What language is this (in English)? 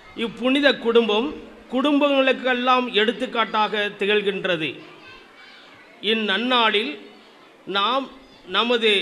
Tamil